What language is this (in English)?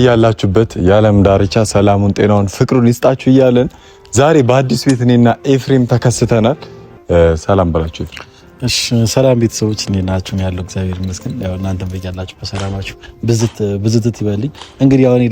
Amharic